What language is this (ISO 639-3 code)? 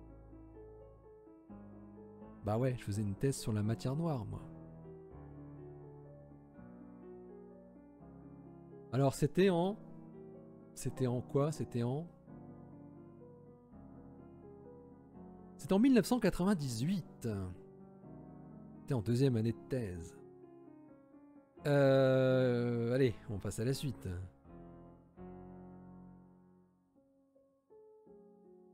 fra